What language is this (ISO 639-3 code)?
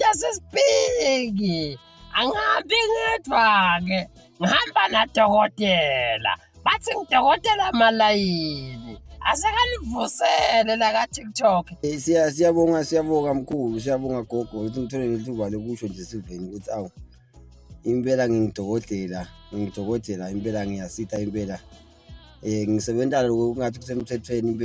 ssw